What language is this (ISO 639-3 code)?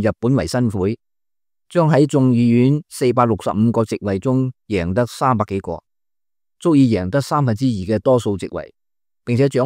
yue